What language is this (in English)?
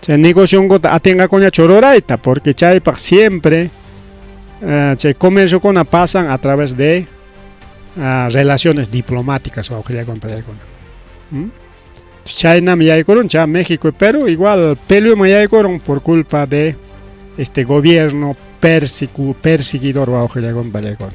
Ayacucho Quechua